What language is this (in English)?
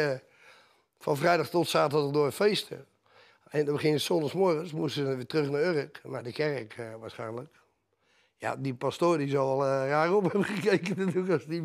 Dutch